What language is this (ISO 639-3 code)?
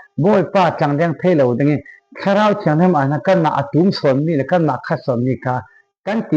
cfm